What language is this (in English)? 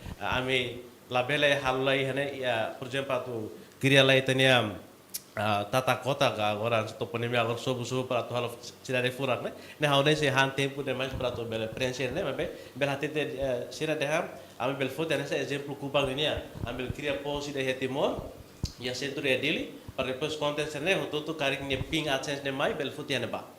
Tetum